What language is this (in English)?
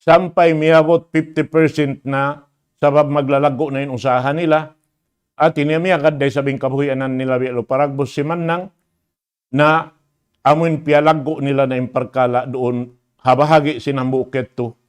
Tausug